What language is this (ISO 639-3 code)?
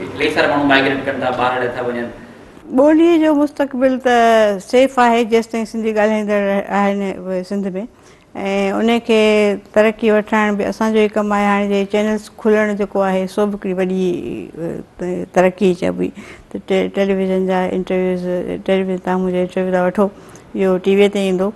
snd